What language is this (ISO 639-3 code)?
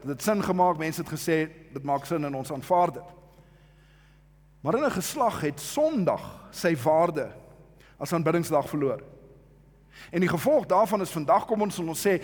afr